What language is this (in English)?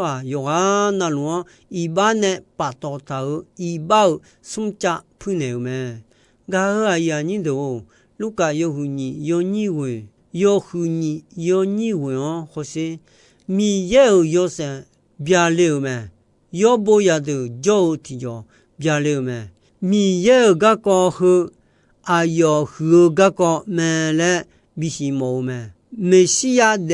Akha